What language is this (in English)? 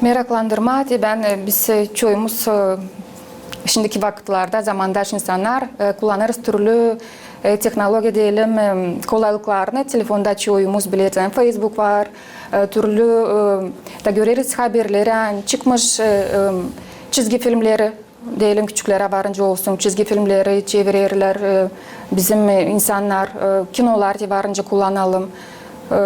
Gagauz